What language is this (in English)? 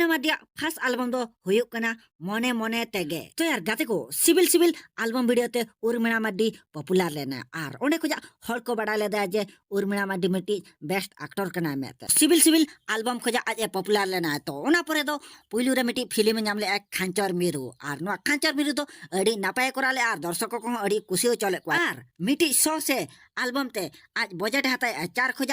Santali